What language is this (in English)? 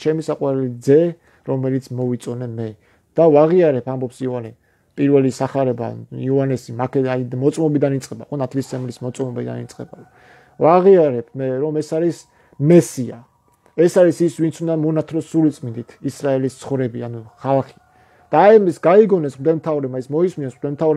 Georgian